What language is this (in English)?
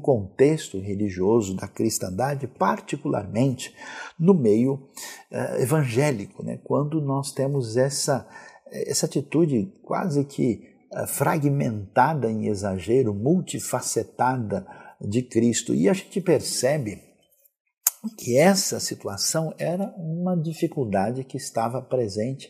Portuguese